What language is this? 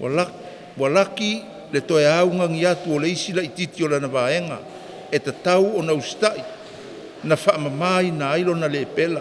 Samoan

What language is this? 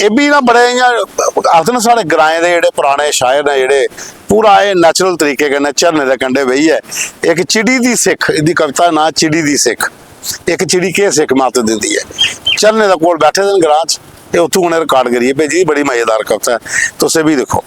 Dogri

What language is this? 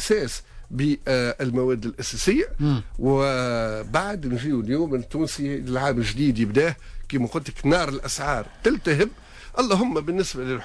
Tunisian Arabic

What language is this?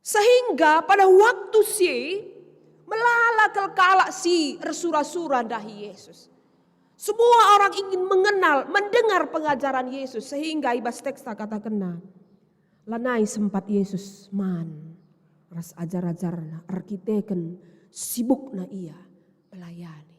Batak Karo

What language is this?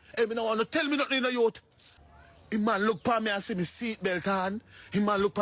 Jamaican Creole English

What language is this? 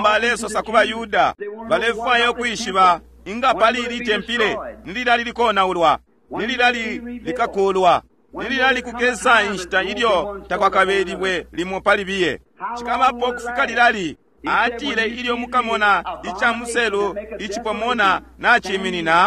Bemba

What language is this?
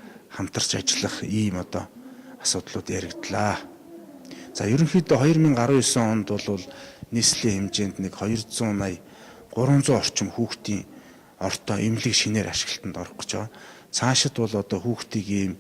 Mongolian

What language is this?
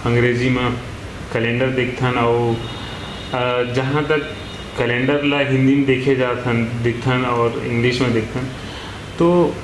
Chhattisgarhi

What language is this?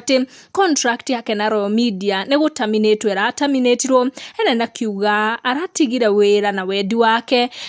Kikuyu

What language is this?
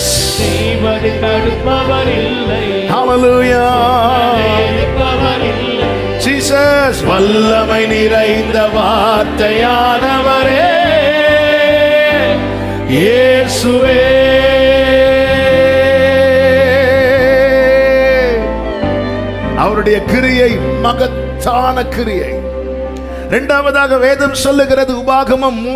Tamil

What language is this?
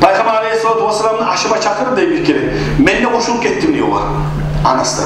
Kumyk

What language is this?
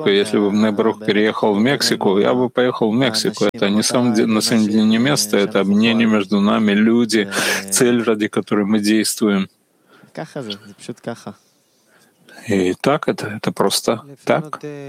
Russian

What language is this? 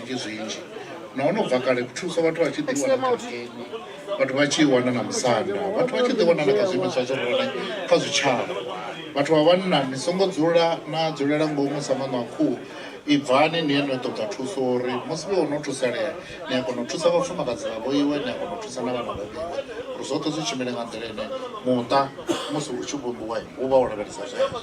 Venda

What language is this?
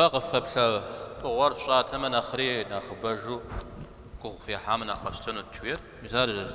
Kabardian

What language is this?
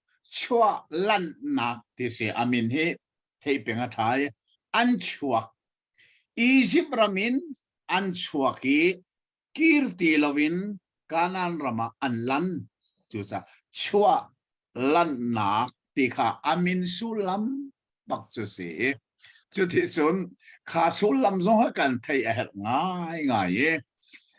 Hakha Chin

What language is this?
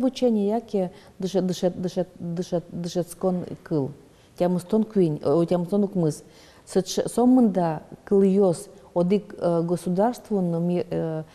Udmurt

